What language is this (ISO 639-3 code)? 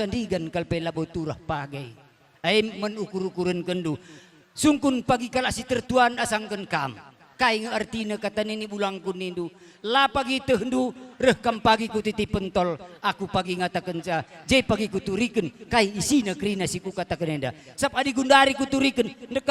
btx